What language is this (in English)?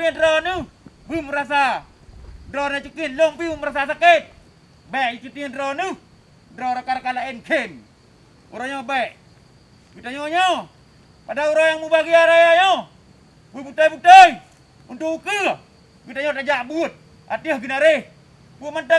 Achinese